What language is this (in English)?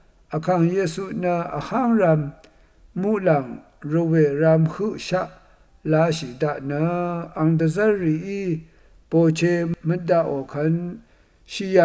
Rawang